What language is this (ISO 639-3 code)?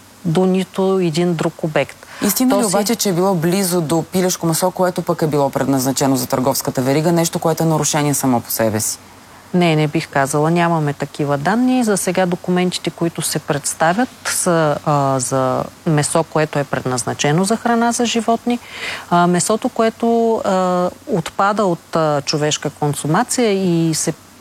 bul